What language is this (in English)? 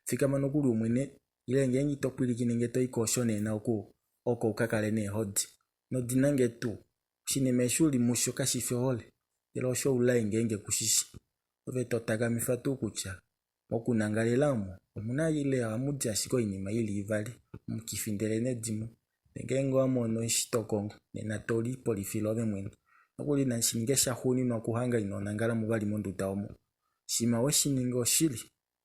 Kuanyama